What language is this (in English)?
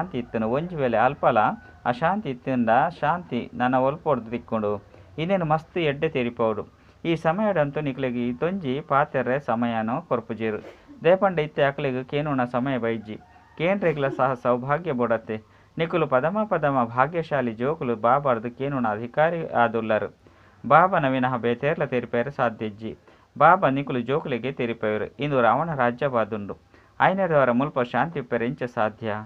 Tulu